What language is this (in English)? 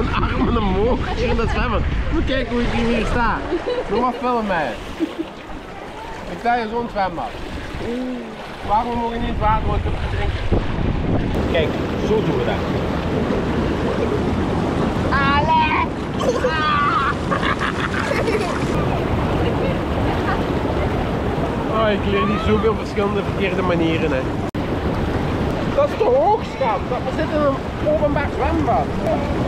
Dutch